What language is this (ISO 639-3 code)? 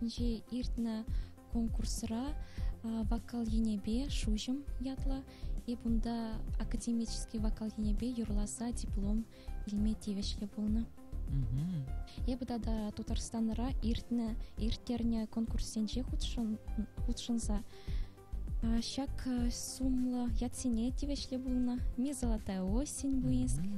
chv